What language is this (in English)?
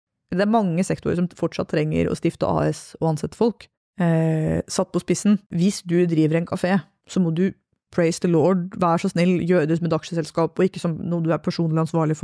Norwegian